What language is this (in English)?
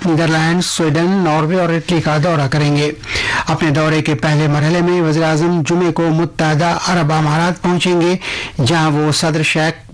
Urdu